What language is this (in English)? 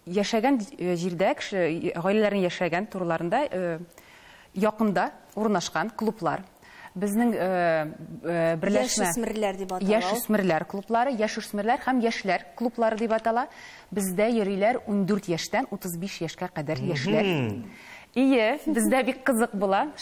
Tatar